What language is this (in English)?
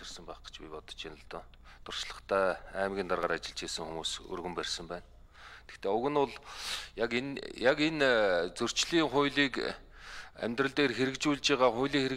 Mongolian